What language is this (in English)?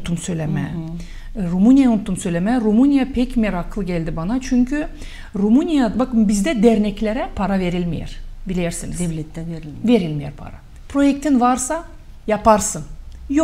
Gagauz